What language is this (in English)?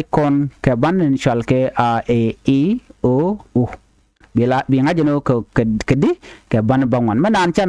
Nuer